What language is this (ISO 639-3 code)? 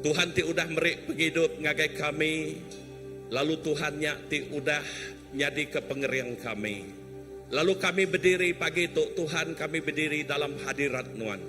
iba